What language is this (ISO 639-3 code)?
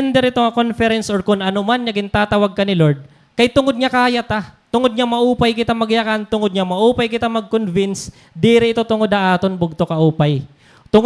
war